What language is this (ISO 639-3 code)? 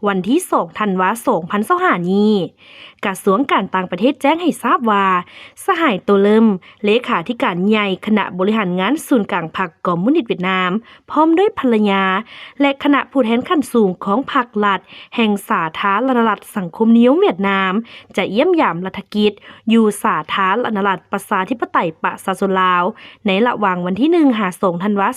lao